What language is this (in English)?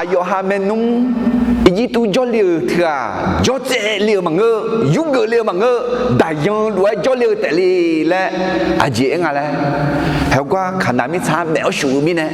Akha